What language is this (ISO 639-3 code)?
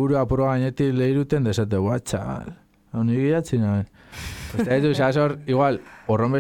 eus